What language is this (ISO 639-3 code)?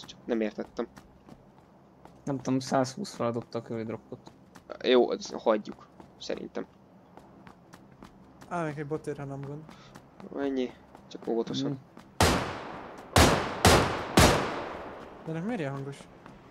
hun